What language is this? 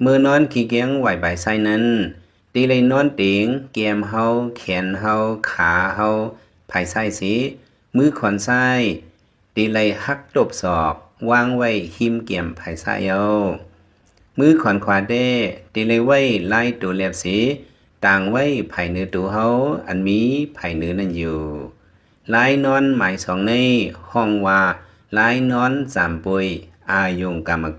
Lao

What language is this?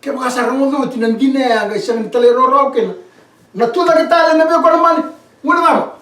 Fijian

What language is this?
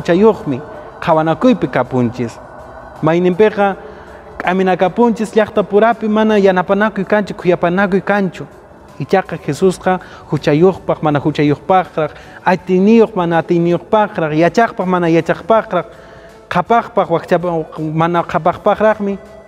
Quechua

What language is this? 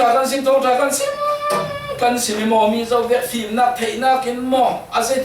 Falam Chin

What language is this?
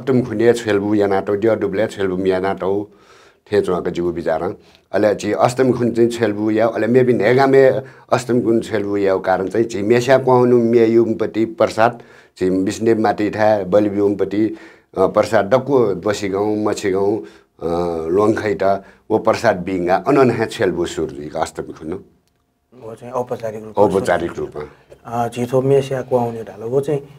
Newari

